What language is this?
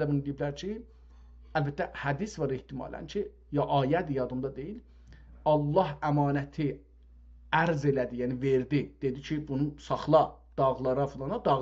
South Azerbaijani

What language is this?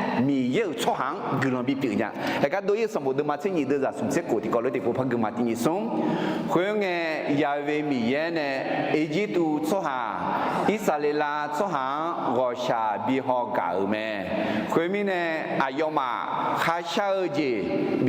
Akha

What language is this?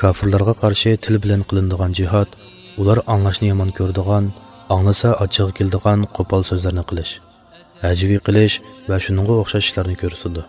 Uyghur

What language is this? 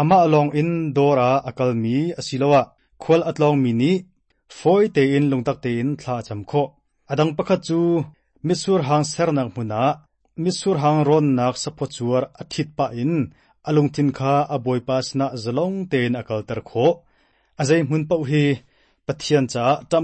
Hakha Chin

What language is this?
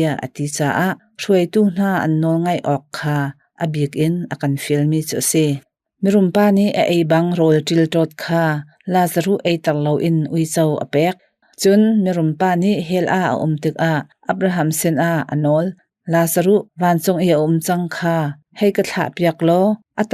Hakha Chin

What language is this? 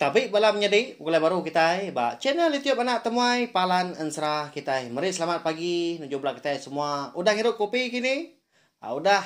Iban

